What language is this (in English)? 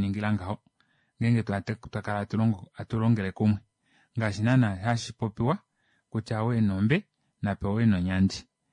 Kuanyama